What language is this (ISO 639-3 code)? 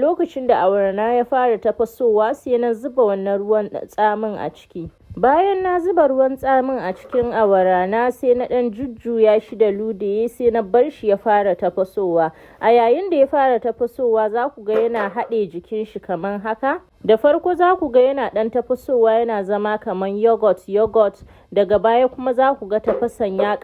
hau